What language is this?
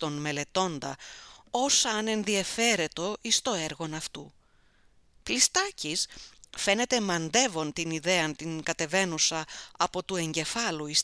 Greek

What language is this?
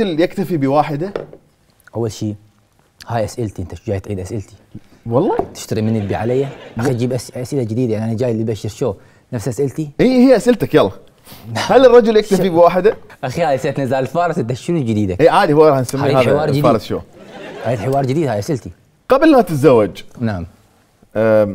Mesopotamian Arabic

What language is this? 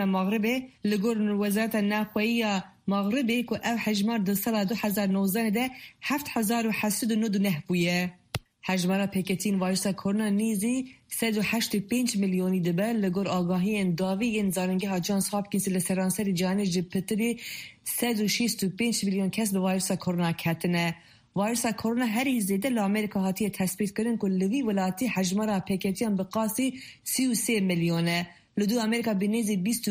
Kurdish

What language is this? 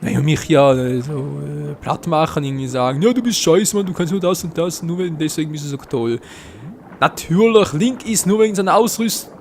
Swiss German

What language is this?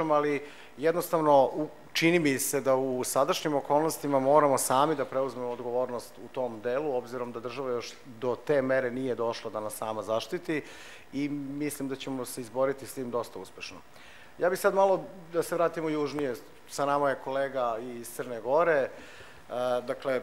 Serbian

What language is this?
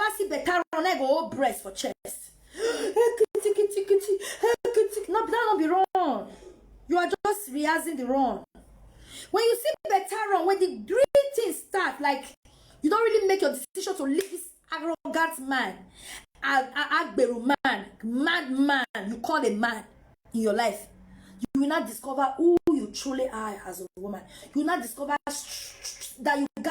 Nigerian Pidgin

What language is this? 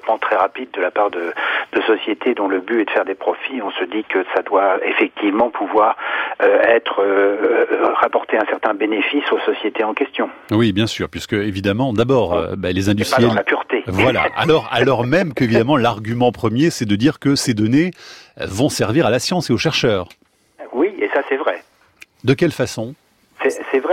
French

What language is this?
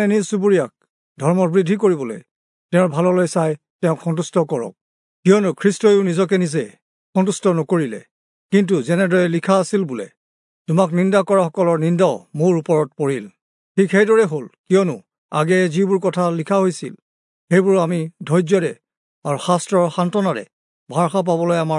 Assamese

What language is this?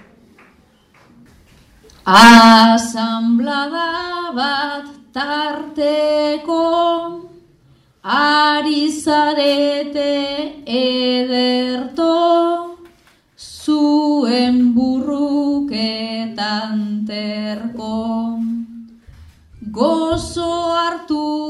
Basque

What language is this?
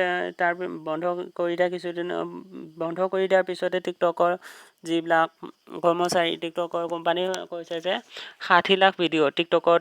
Assamese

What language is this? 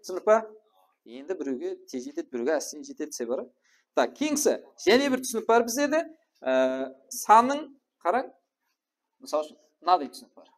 Kara-Kalpak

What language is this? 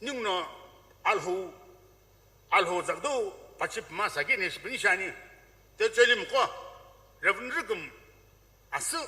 Sumi Naga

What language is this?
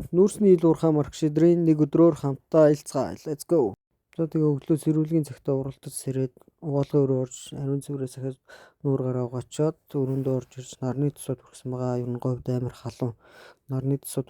Mongolian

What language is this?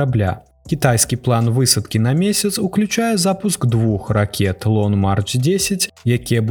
Belarusian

